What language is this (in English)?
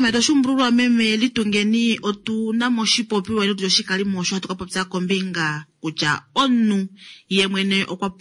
Kuanyama